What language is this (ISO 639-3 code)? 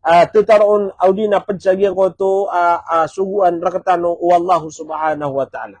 mrw